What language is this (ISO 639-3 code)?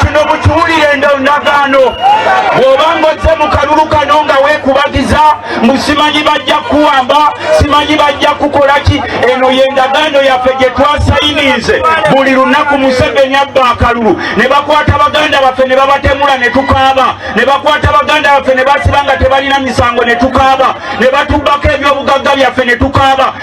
lug